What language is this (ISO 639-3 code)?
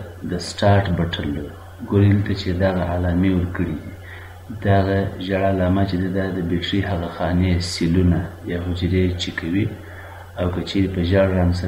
pus